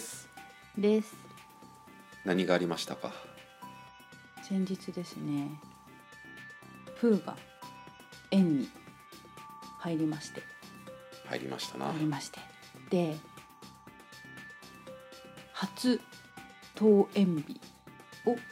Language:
Japanese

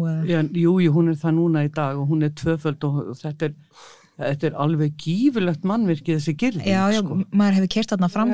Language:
Icelandic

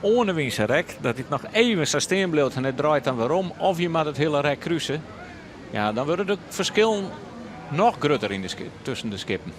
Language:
Western Frisian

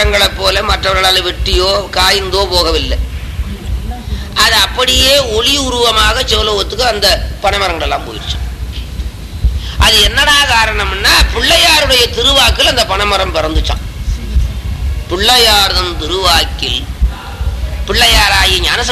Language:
Tamil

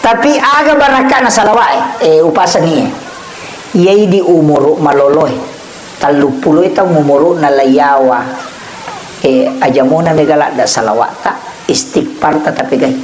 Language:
Buginese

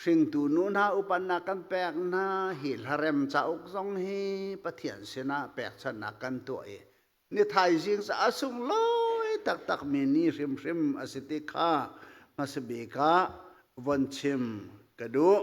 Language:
Hakha Chin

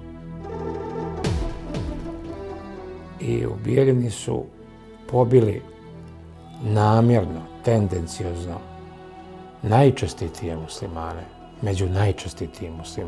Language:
Bosnian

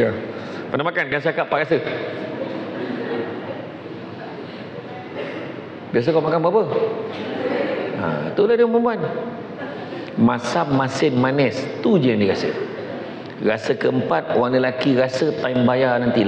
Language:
Malay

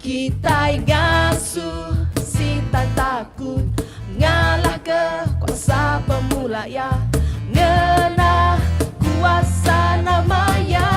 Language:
Iban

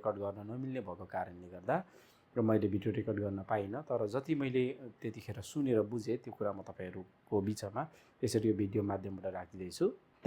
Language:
Nepali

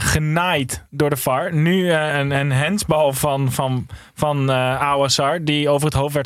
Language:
Dutch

